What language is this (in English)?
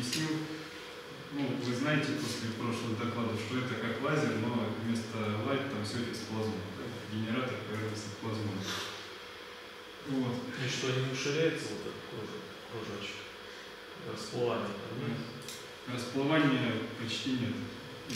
Russian